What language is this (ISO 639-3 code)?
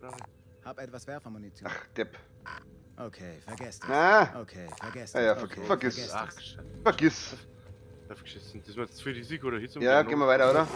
bar